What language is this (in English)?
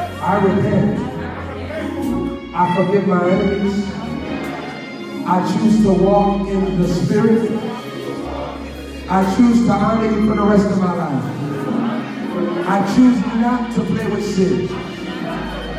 English